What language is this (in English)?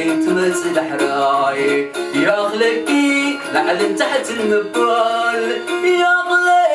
Tigrinya